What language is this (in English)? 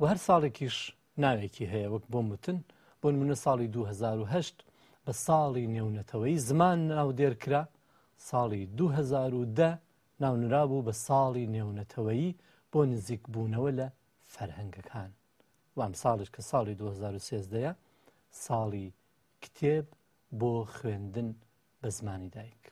Central Kurdish